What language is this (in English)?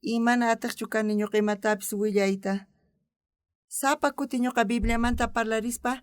South Bolivian Quechua